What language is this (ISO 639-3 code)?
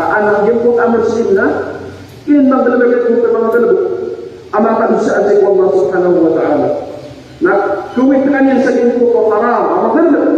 mrw